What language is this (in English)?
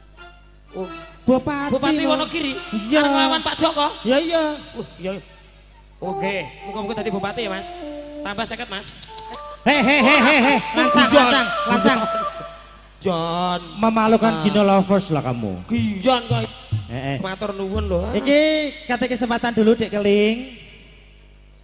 Javanese